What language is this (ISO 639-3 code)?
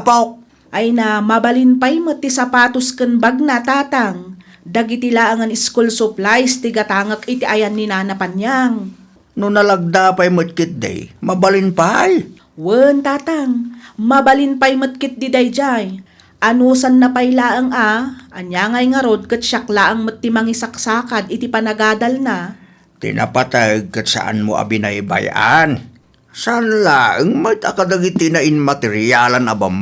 ilo